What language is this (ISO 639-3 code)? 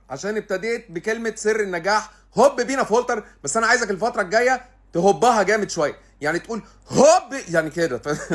arz